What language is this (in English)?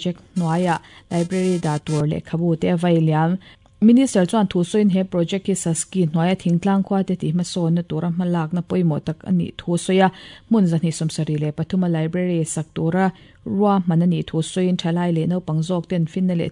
Mizo